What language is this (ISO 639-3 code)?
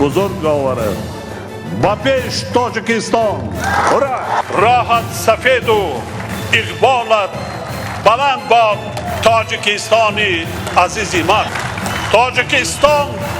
tgk